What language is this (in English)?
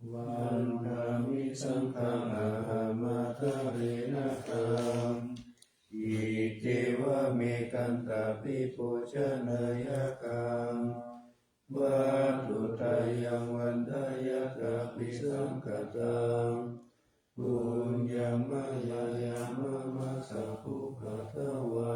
Pali